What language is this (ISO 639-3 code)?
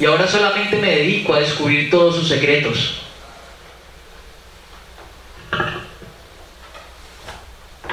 spa